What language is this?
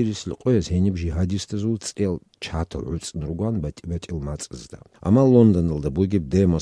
Avaric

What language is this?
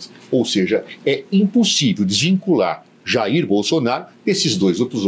Portuguese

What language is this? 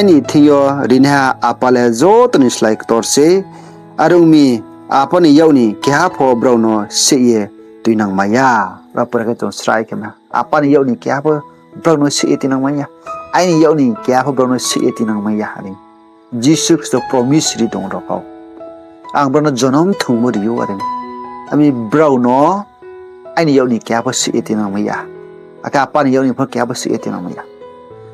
Riang (India)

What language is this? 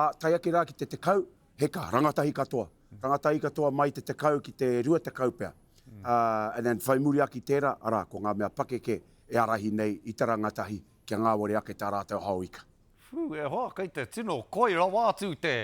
Māori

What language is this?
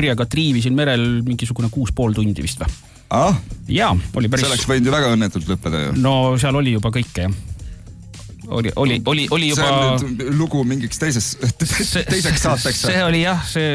Estonian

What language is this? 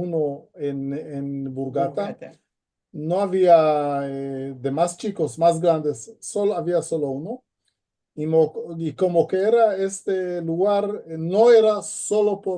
Ladino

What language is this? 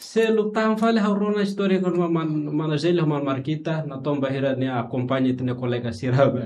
Tetum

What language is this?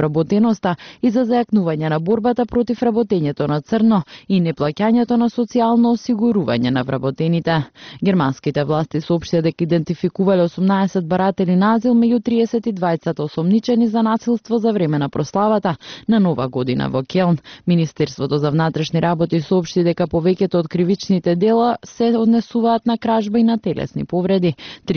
Macedonian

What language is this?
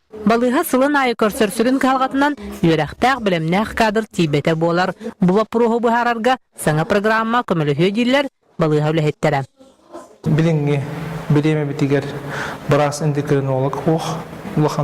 Yakut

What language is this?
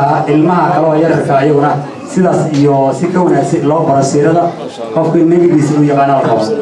Somali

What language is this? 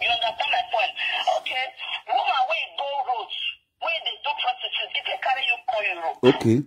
Nigerian Pidgin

